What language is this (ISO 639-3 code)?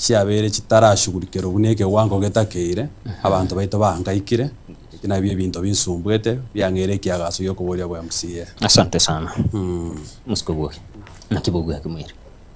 guz